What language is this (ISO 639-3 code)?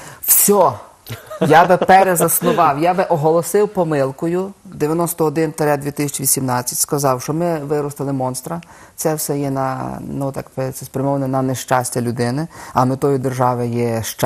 ukr